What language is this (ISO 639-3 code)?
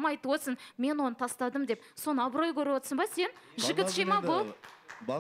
kaz